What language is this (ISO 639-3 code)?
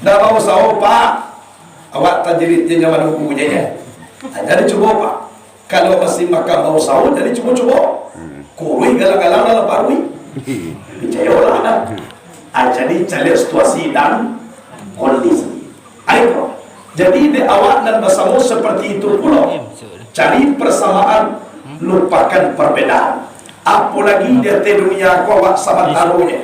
min